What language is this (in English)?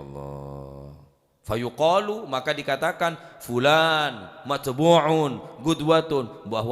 Madurese